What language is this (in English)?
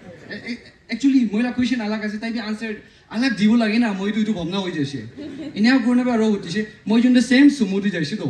Naga Pidgin